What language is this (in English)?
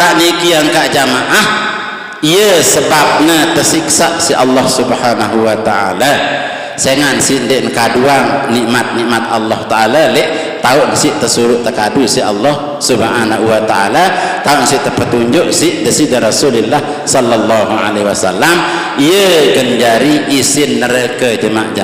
Sasak